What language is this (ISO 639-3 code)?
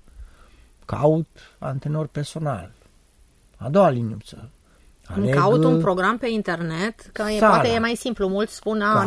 ron